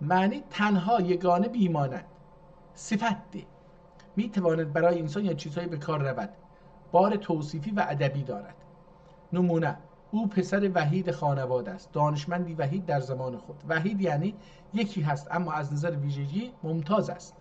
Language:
South Azerbaijani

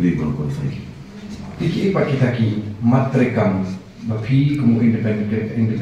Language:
Khasi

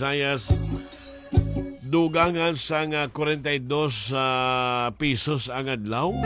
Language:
Hiligaynon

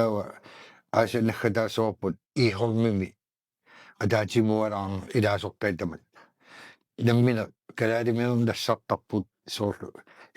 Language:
Kalaallisut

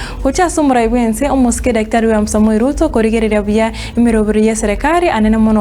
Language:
Gusii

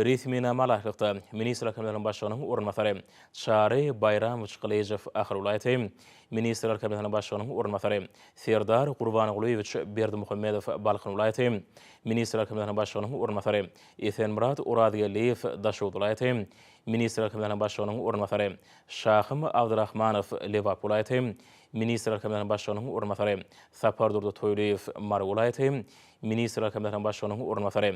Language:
Turkmen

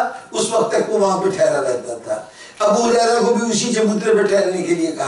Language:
Urdu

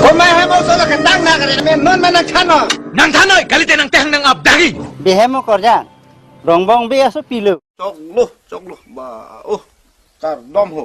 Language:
Karbi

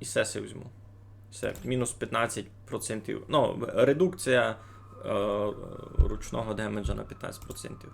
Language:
Rusyn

